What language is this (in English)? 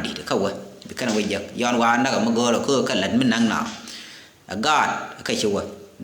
Nuer